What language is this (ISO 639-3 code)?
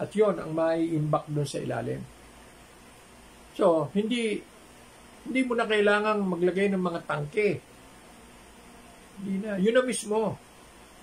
fil